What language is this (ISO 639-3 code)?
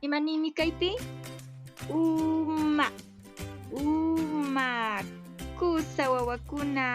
que